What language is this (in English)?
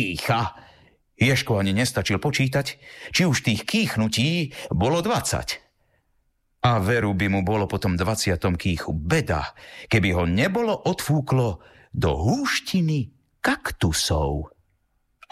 Slovak